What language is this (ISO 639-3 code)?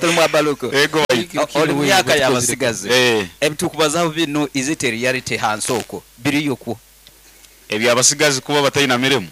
nyn